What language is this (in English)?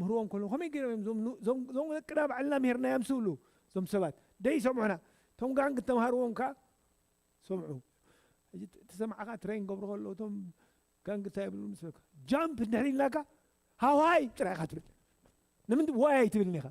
Tigrinya